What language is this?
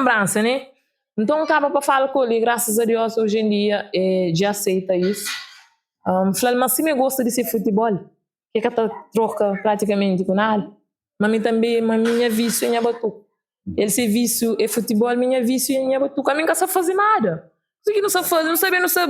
Kabuverdianu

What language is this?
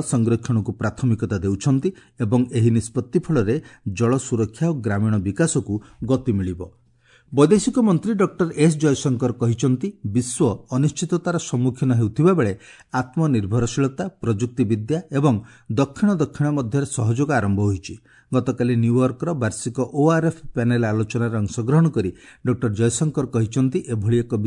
Odia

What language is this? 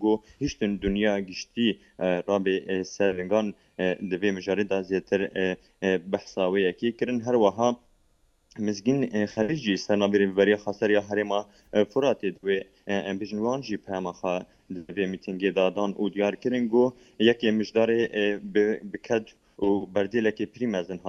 Kurdish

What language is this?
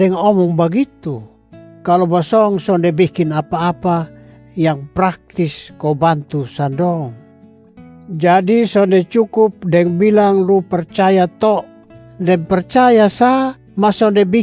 Kupang Malay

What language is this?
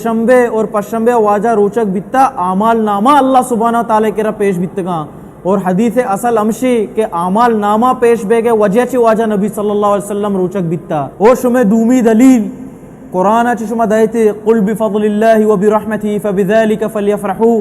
Baluchi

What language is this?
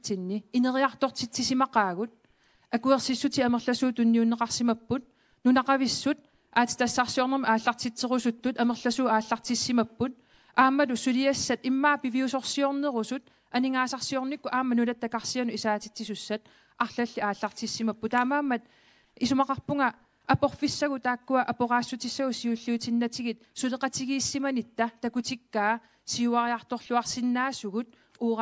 Kalaallisut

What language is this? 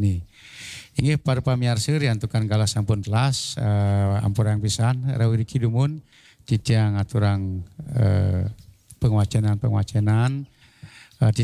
Balinese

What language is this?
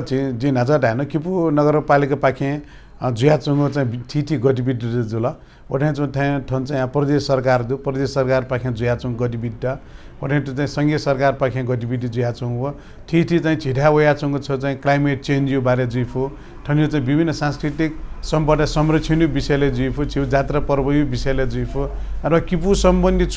Newari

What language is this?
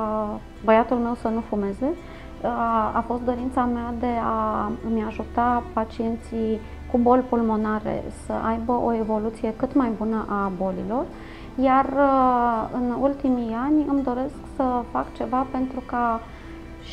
Romanian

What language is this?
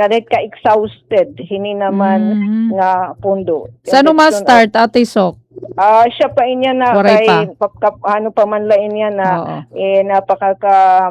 Waray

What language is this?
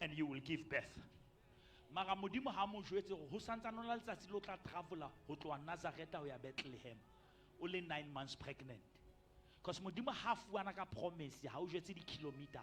Southern Sotho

